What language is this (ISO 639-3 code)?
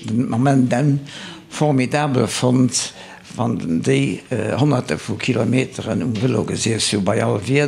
ltz